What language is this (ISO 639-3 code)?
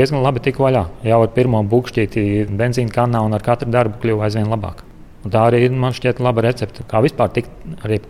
lav